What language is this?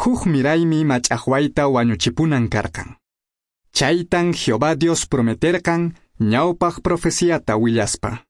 Quechua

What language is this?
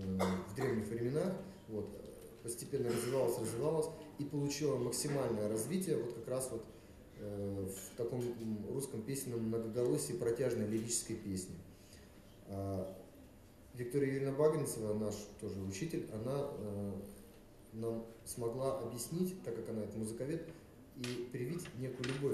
Russian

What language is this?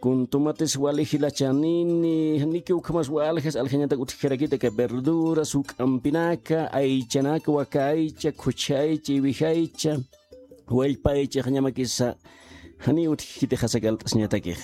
Aymara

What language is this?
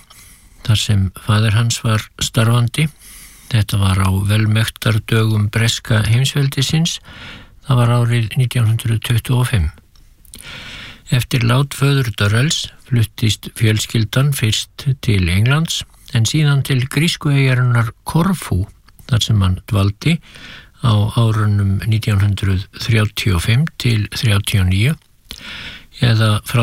Icelandic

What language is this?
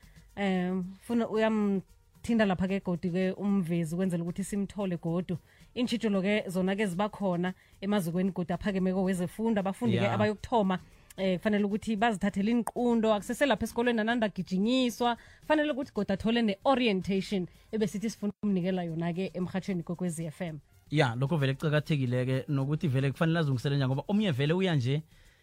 South Ndebele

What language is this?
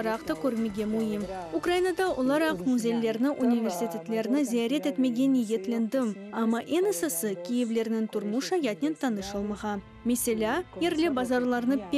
Crimean Tatar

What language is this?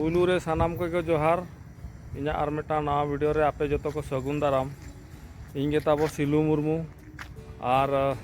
Santali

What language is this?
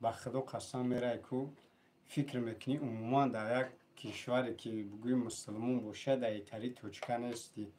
Tajik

